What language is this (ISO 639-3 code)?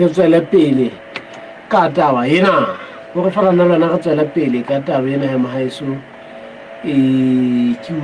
sot